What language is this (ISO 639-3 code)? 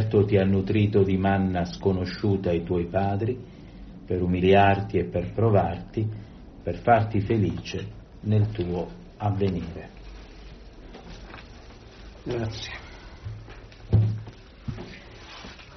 ita